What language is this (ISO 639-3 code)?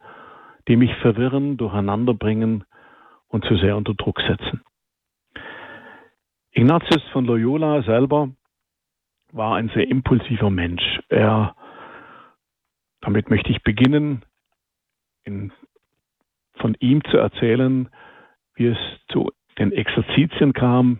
deu